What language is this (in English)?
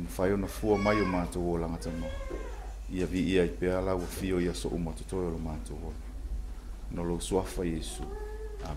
Samoan